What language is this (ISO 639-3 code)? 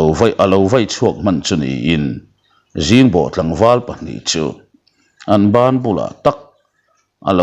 lus